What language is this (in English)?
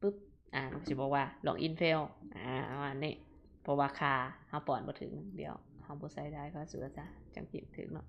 Lao